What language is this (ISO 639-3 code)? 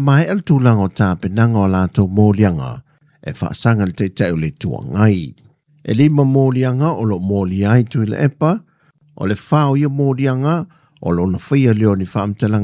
smo